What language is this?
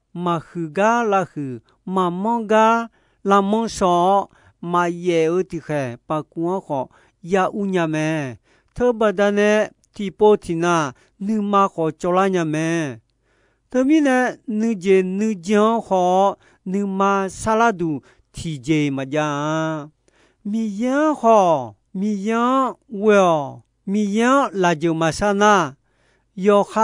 Akha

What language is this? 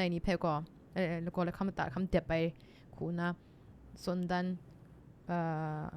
Kachin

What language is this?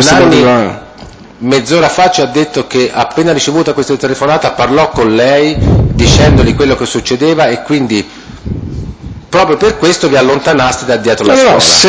Italian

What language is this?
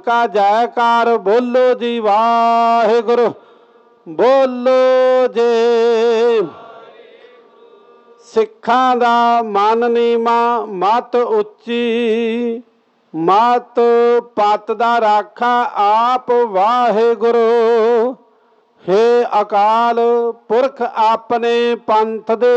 Punjabi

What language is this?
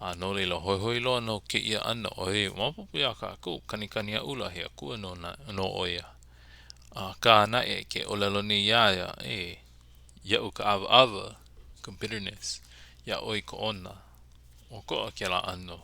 Hawaiian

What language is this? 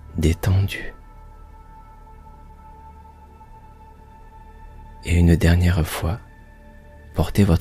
French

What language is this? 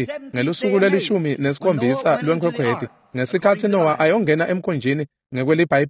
Swati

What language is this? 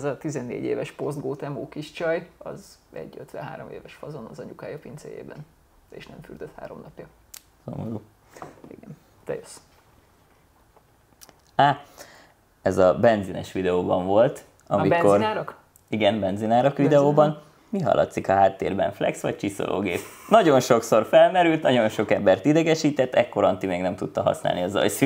Hungarian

